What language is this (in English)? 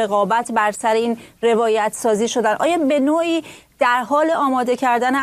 Persian